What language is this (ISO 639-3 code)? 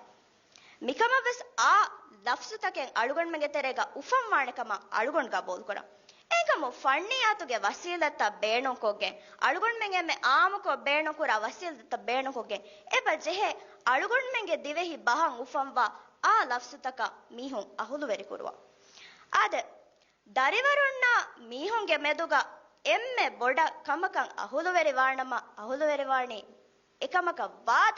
div